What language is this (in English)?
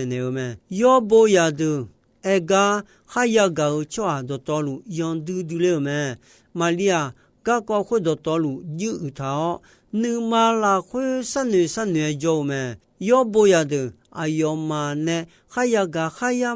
Akha